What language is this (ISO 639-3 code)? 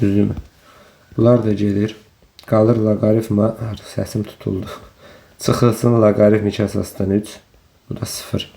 aze